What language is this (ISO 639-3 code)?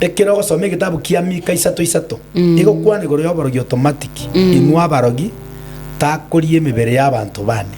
guz